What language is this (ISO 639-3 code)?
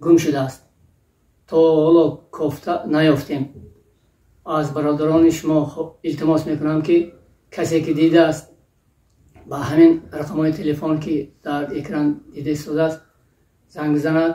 tgk